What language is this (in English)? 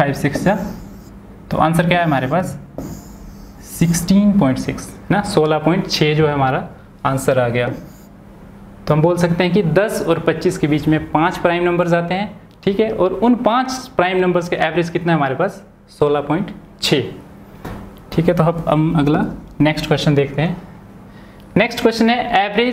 Hindi